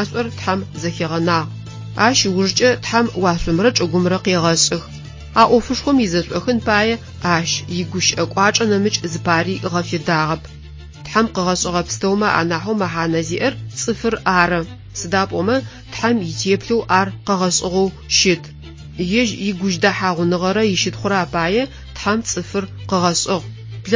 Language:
Adyghe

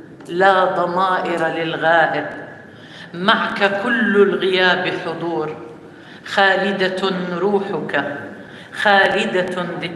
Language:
North Levantine Arabic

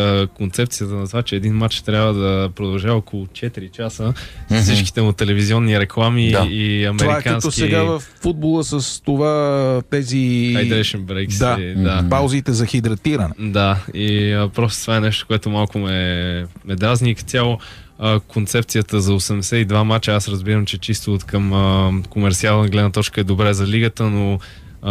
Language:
Bulgarian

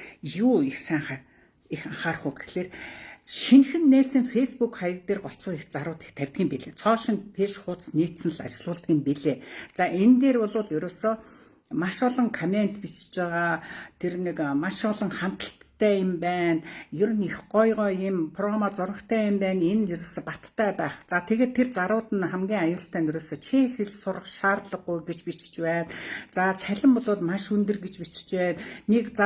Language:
Mongolian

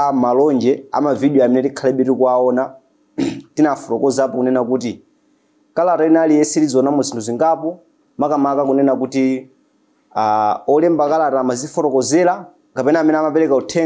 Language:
Nyanja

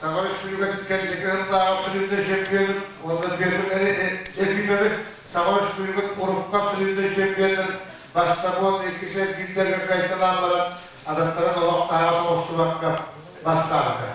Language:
Yakut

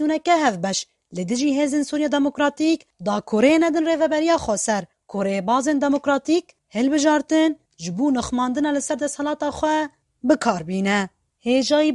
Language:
Kurdish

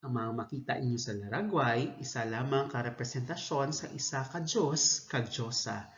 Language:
Hiligaynon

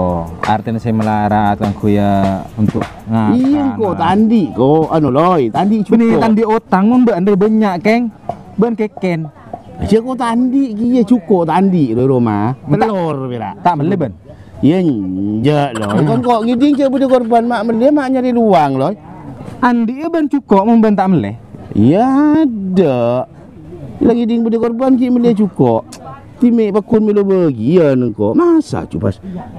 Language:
Madurese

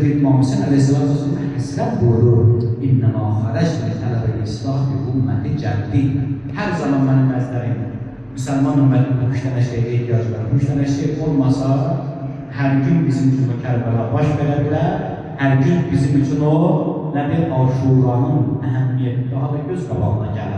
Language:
Azerbaijani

